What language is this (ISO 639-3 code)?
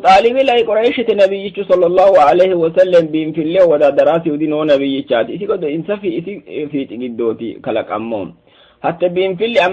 sid